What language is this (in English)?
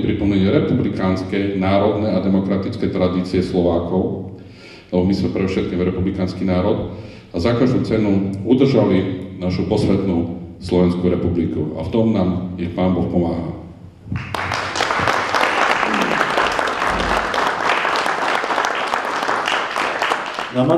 Slovak